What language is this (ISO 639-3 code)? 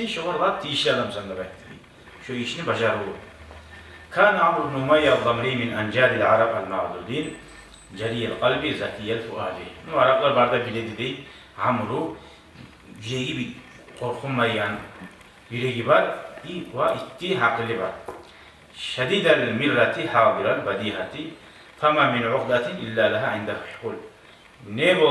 kum